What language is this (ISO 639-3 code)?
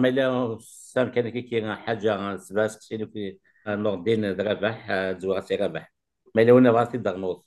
kab